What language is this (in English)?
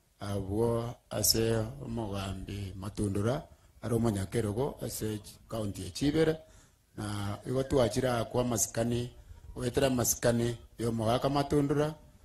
Gusii